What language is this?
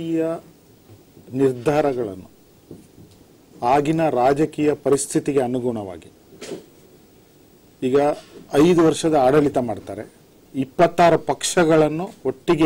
Kannada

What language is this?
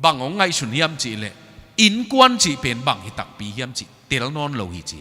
Tedim Chin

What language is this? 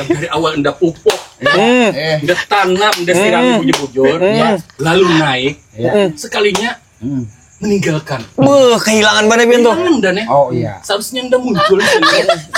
Banjar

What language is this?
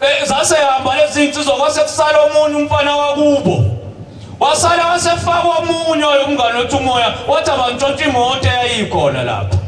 Zulu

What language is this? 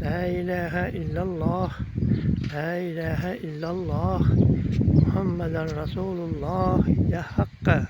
Uzbek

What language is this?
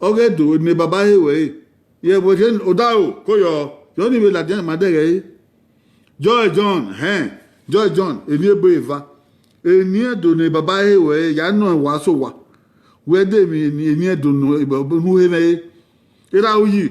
Bini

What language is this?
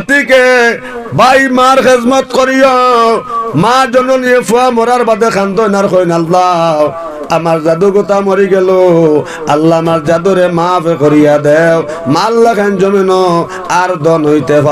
Sylheti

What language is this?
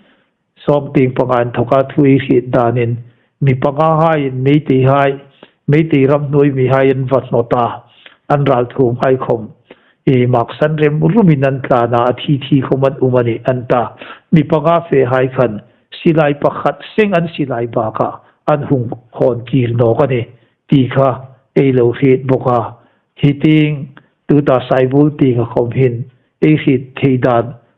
Hmar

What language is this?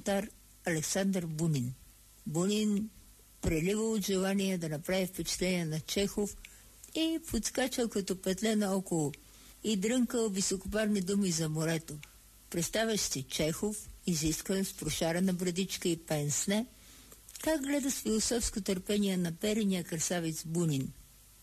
Bulgarian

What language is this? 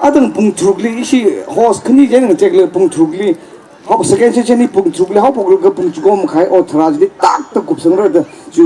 Tangkhul Naga (India)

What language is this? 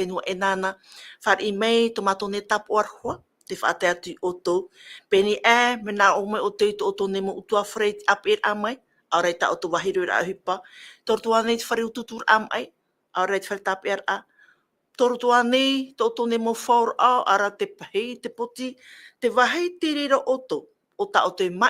Tahitian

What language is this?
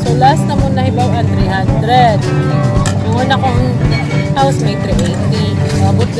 Cebuano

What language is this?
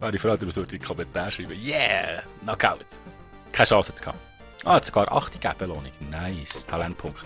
Swiss German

